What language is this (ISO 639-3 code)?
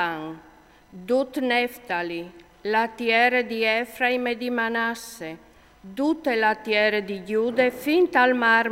fur